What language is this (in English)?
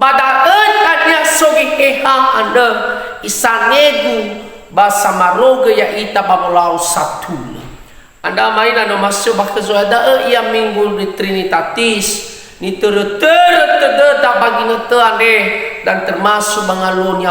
Nias